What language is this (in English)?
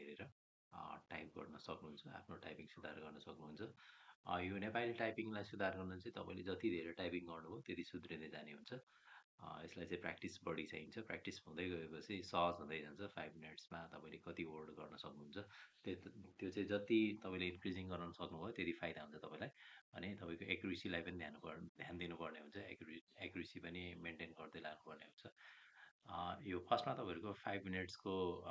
Nepali